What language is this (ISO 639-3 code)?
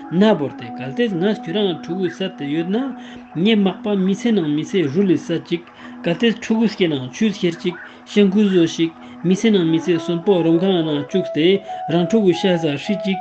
lbj